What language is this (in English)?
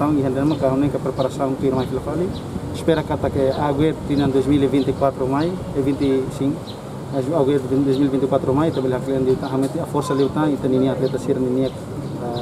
Tetum